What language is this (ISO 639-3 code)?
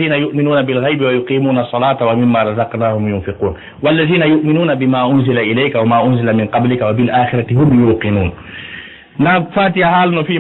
ful